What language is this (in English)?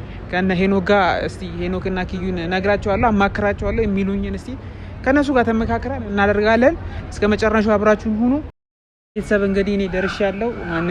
Amharic